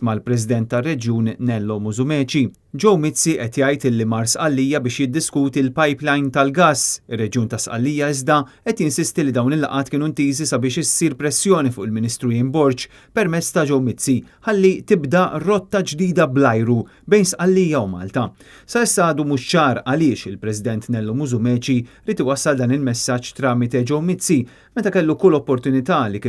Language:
Maltese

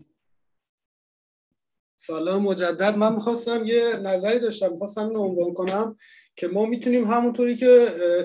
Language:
Persian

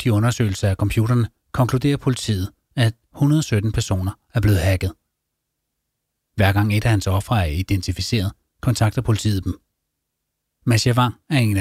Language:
Danish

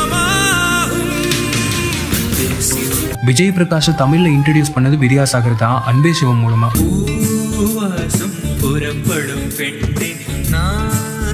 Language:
Tamil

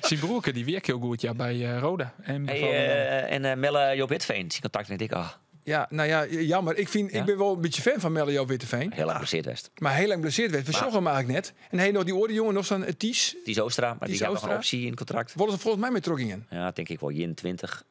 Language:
Western Frisian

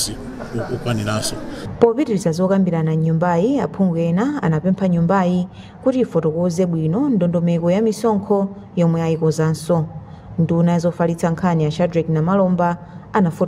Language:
Nyanja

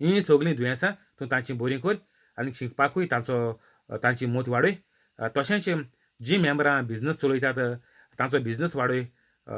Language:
Konkani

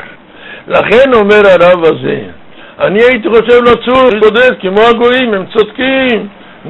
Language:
Hebrew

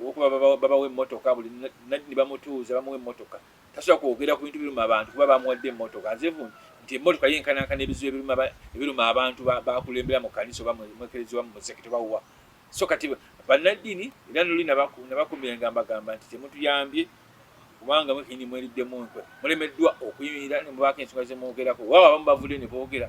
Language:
Ganda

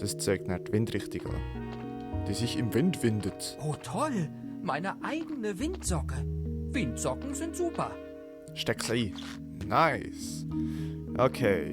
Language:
Swiss German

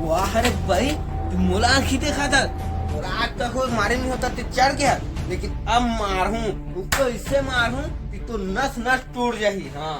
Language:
Chhattisgarhi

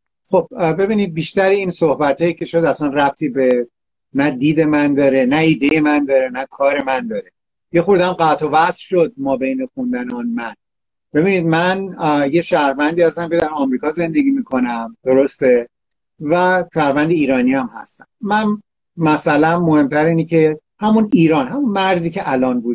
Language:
Persian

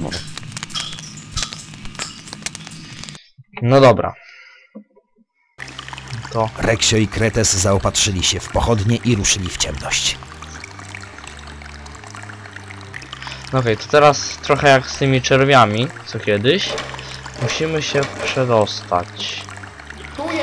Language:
Polish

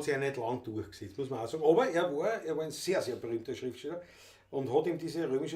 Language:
Bavarian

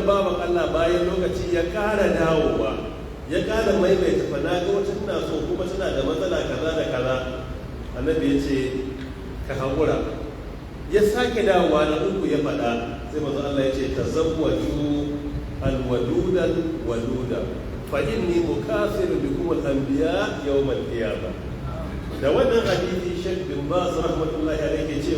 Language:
Hausa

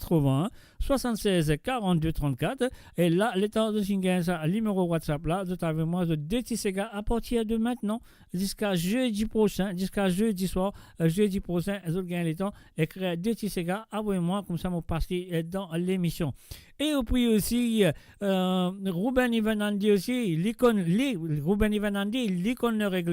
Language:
Morisyen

